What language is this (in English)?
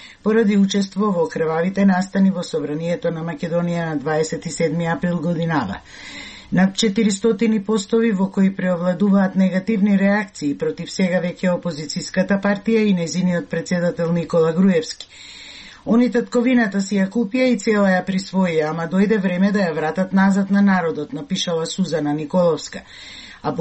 Macedonian